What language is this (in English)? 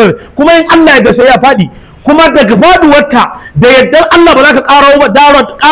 Hausa